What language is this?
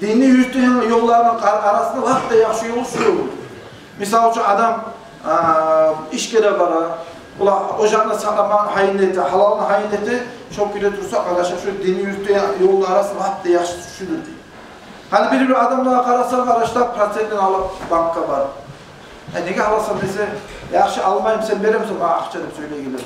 Kumyk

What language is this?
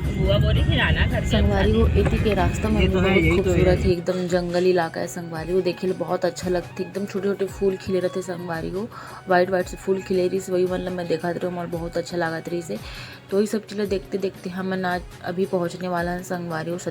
Chhattisgarhi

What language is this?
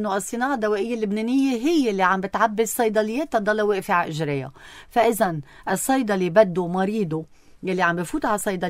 North Levantine Arabic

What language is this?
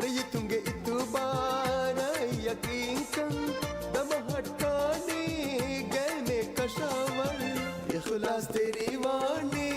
Divehi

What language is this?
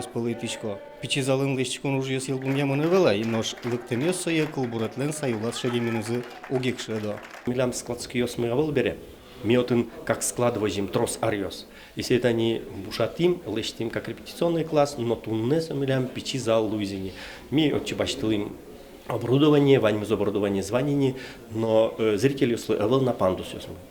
Udmurt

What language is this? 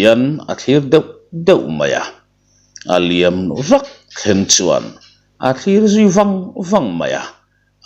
Mizo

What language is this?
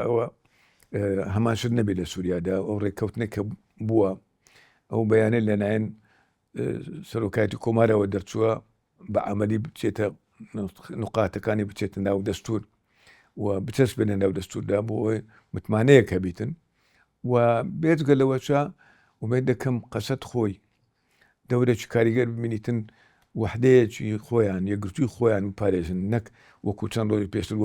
Central Kurdish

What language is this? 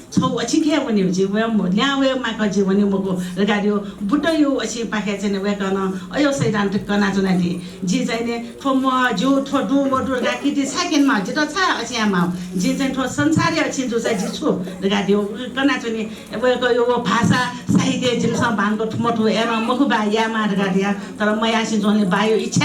Newari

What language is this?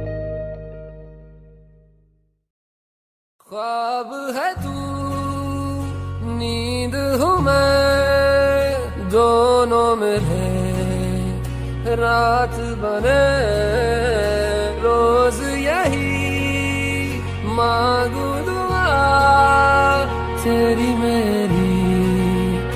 Hindi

